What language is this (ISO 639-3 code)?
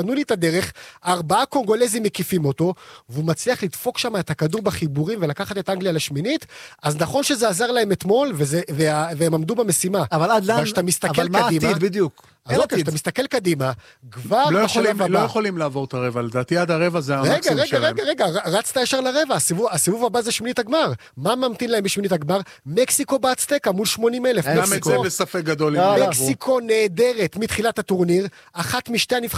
heb